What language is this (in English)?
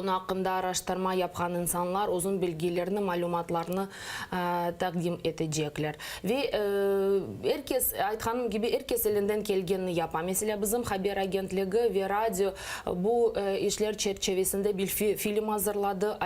Crimean Tatar